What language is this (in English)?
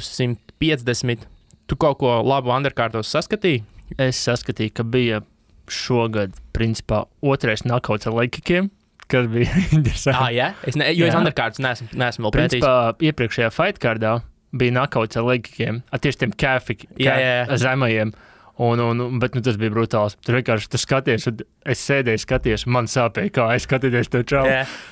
Latvian